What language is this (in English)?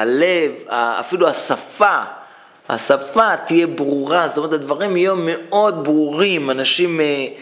Hebrew